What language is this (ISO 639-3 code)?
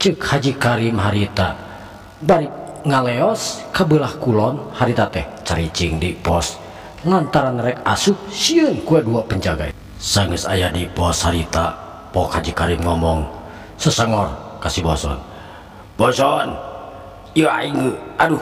sun